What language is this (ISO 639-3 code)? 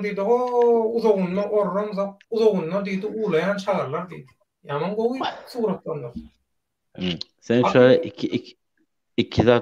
tuk